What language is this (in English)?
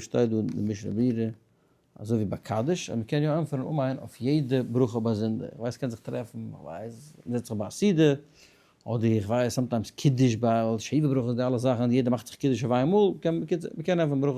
Yiddish